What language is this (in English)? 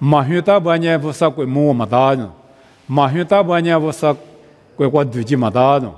Lisu